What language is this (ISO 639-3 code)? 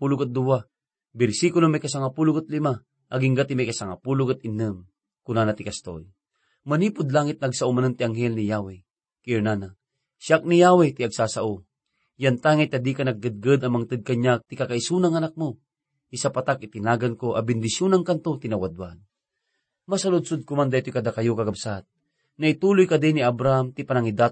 ilo